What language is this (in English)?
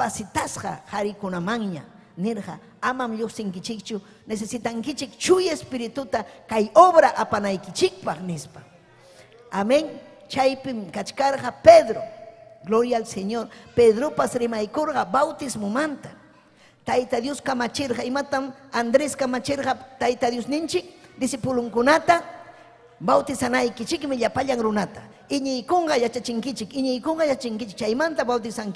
Ayacucho Quechua